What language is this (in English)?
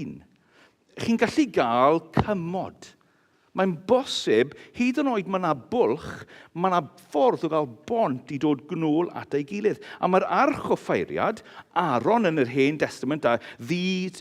Welsh